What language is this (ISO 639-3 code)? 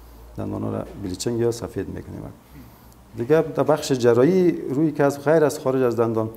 fas